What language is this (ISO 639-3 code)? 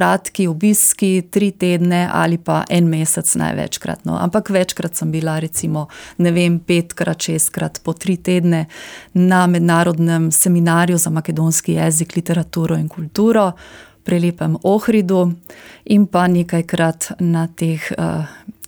slv